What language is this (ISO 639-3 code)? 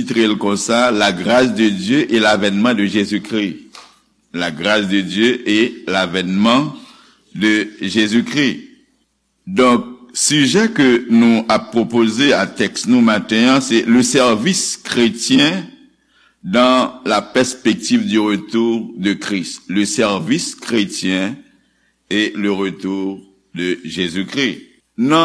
hat